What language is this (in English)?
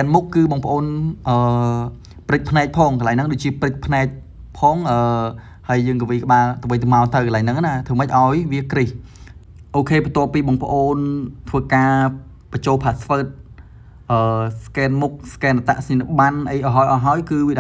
Khmer